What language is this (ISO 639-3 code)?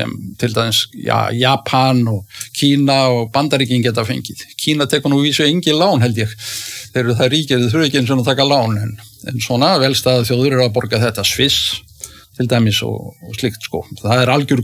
isl